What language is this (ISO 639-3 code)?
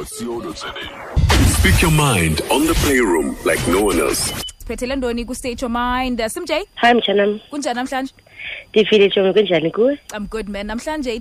xho